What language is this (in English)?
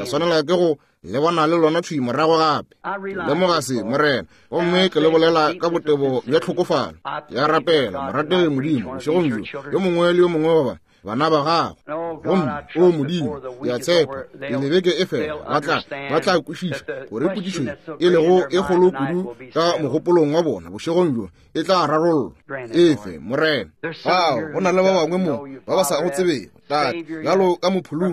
Northern Sotho